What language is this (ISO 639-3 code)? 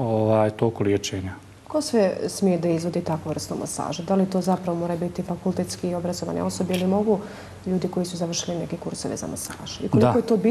bos